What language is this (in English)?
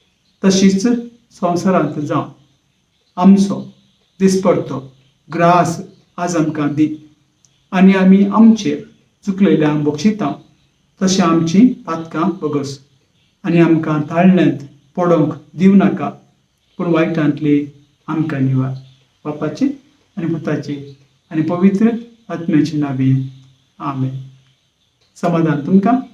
Konkani